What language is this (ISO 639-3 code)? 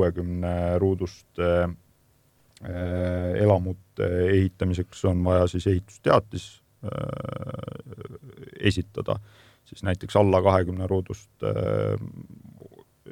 est